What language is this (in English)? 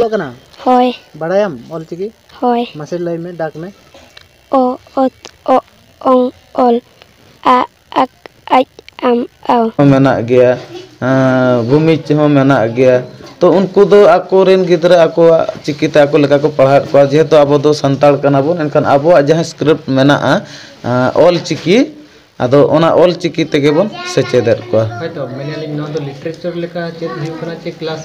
Santali